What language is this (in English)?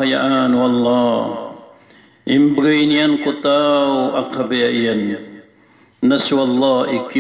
Maranao